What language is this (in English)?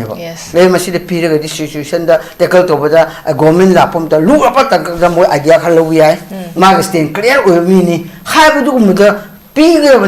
Manipuri